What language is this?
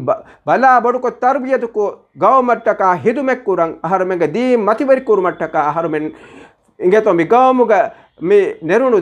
Divehi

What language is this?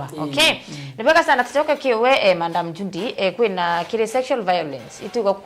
Meru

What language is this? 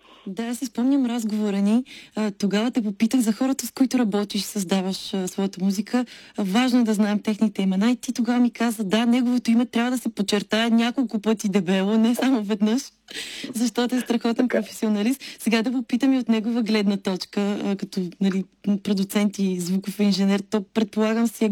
Bulgarian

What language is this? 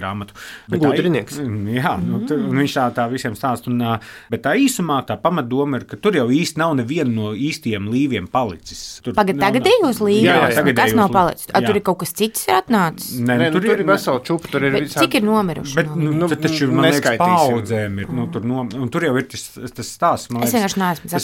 Latvian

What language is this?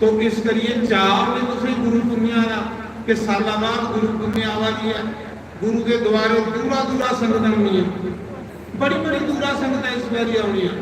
Dogri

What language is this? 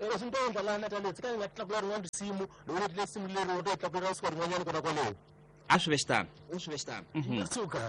Tsonga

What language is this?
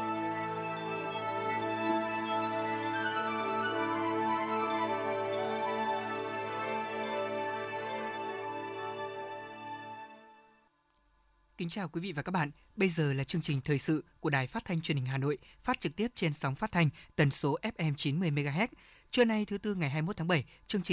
Vietnamese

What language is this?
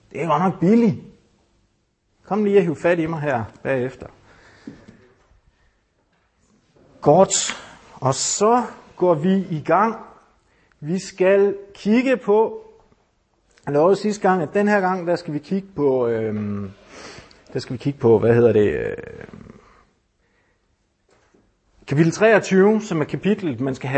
Danish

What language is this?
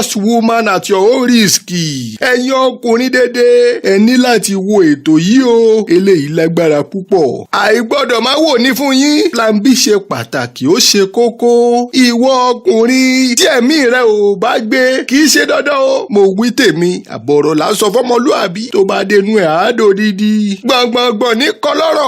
Yoruba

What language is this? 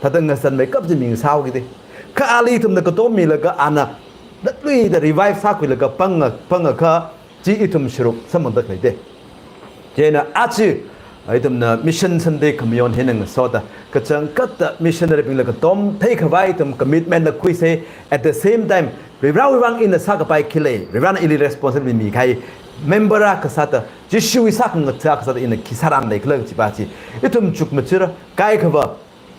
Tangkhul Naga (India)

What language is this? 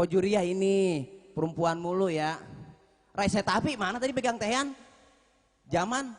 Betawi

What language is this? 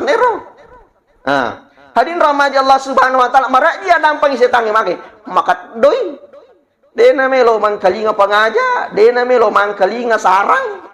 Buginese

